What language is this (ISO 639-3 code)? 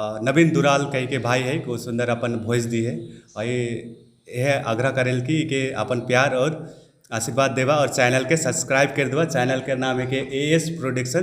sck